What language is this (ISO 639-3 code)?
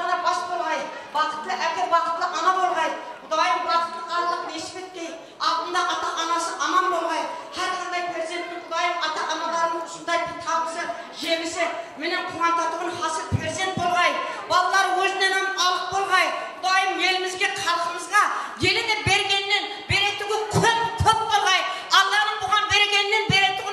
kaa